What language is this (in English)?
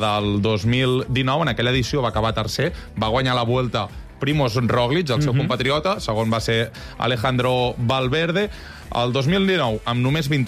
Catalan